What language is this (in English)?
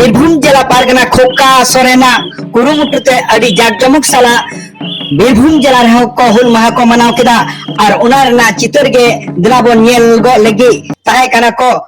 Santali